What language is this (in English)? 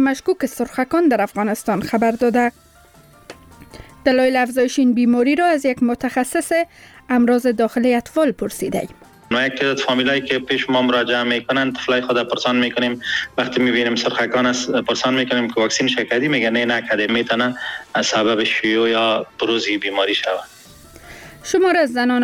Persian